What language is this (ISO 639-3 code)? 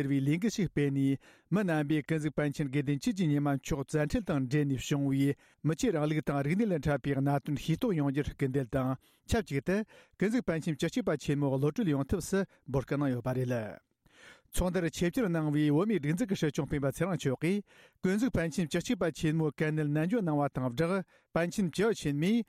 bod